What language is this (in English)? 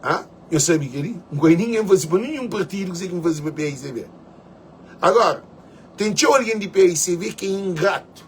Kabuverdianu